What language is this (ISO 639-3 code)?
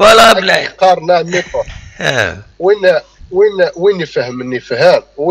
kab